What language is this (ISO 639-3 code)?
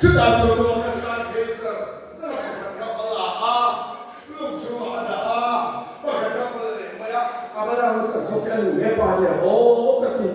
lus